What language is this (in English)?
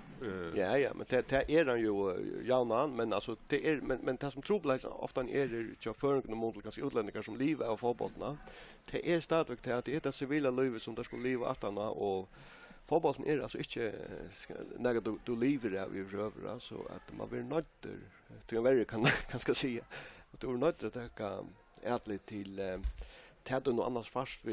Faroese